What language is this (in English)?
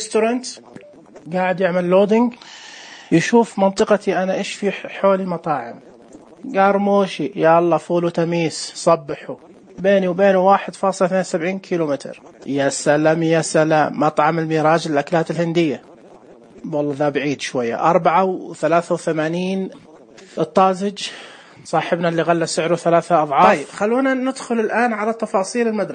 Najdi Arabic